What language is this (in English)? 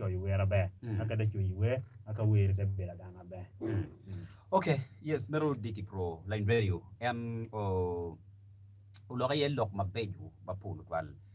Acoli